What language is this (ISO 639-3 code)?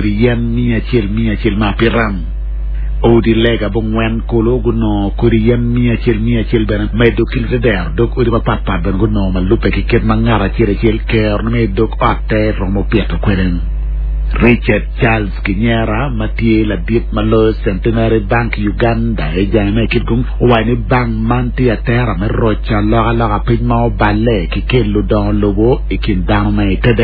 ach